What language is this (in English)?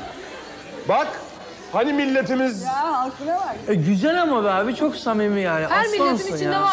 Turkish